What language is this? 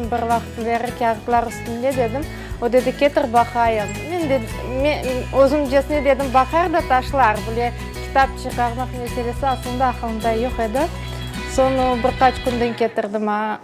Crimean Tatar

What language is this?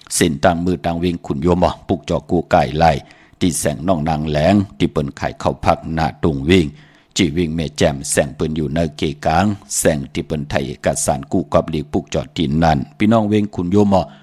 Shan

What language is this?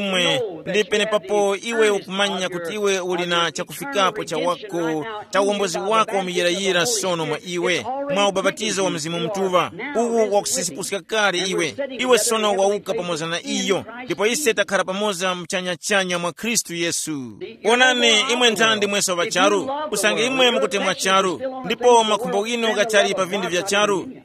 Tumbuka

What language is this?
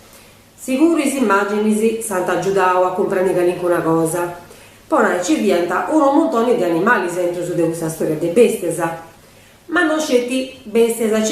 Sardinian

